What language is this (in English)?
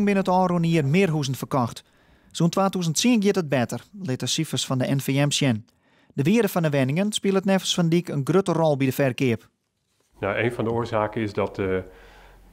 Western Frisian